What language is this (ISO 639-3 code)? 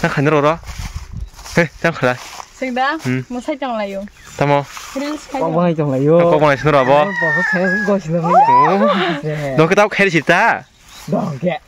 trp